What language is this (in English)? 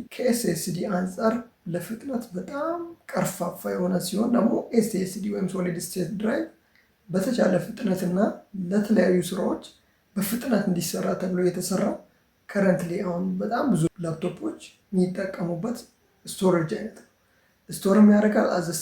Amharic